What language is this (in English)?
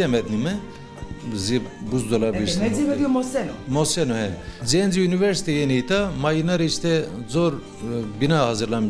Zaza